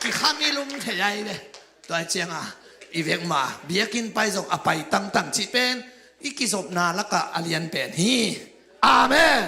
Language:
Tedim Chin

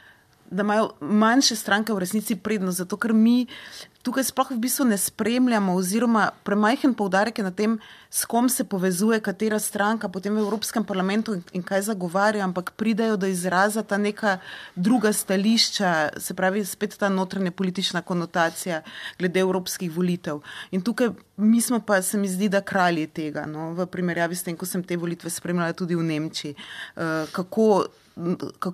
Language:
Slovenian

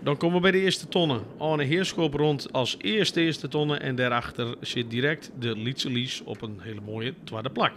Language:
Western Frisian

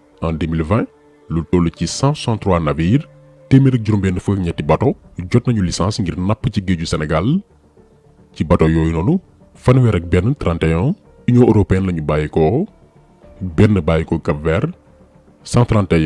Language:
Wolof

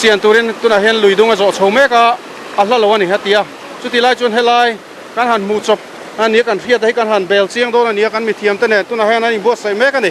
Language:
Mizo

